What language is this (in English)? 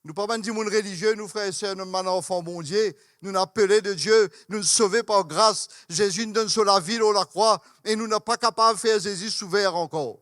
Morisyen